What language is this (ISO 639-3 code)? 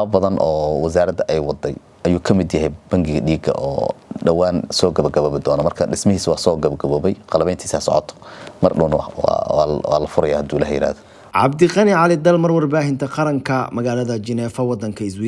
som